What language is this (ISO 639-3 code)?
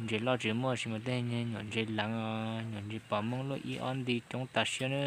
hmn